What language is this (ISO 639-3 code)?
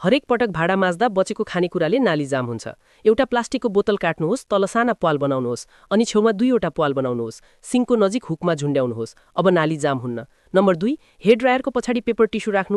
nep